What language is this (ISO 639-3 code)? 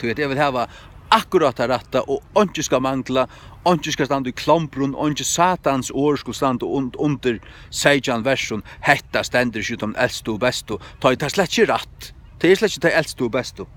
fao